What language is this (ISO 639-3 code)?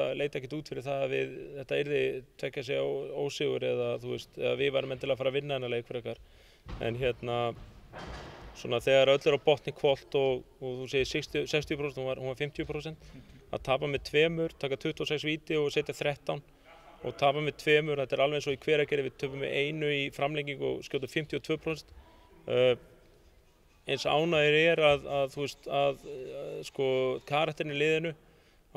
isl